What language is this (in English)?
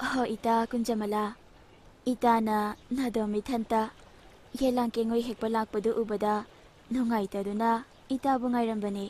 Manipuri